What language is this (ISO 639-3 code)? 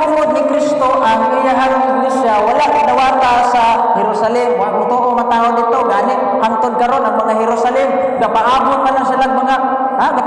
ceb